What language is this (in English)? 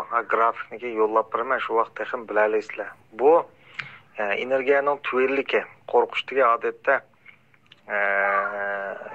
Uyghur